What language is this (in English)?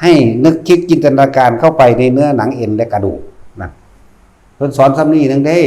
Northeastern Thai